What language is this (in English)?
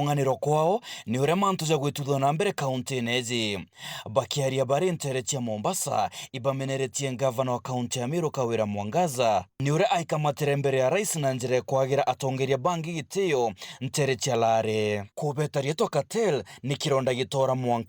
Meru